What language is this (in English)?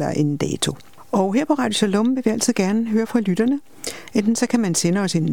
Danish